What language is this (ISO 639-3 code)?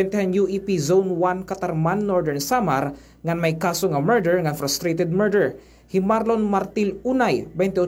war